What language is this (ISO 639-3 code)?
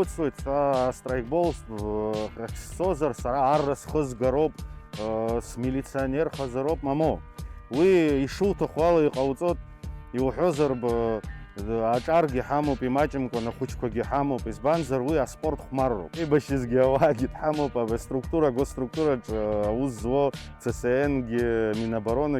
abk